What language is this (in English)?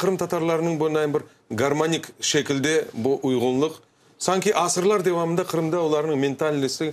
Crimean Tatar